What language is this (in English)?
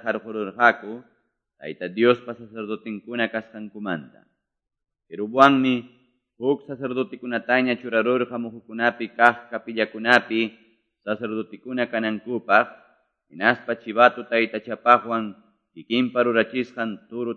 Quechua